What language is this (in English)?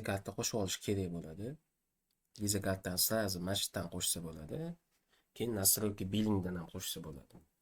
Uzbek